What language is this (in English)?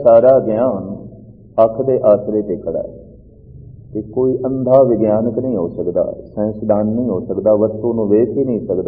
Punjabi